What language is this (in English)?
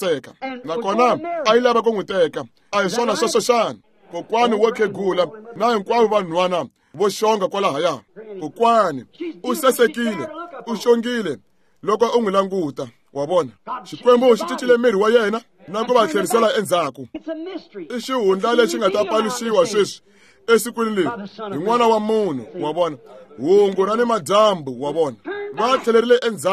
Tsonga